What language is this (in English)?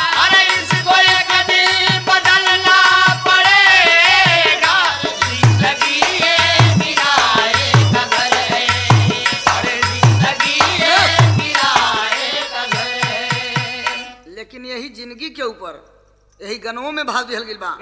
Bhojpuri